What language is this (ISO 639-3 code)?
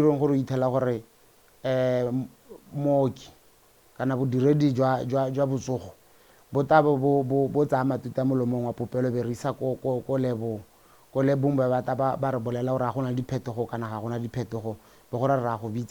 tsn